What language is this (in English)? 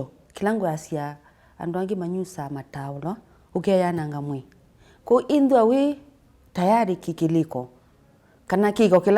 Kamba